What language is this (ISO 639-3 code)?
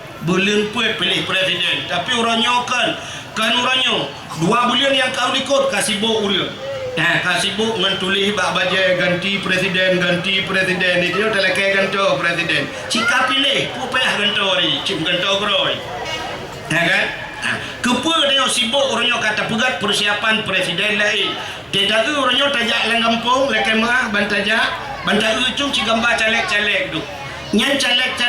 ace